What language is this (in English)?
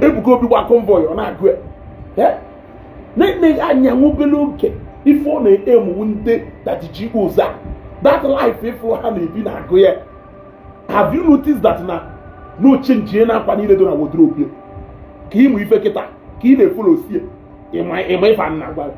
Igbo